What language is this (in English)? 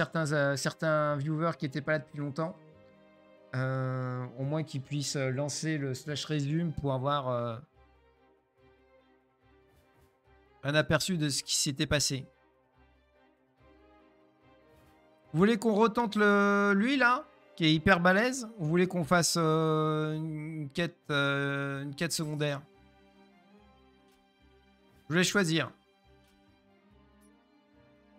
French